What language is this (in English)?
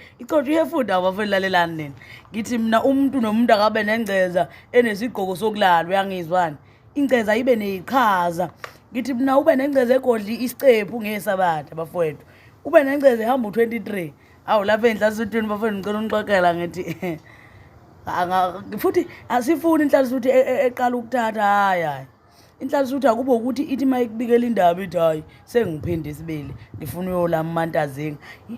Zulu